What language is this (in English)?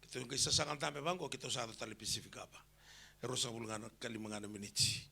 Fijian